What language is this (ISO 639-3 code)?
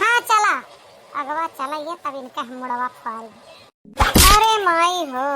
awa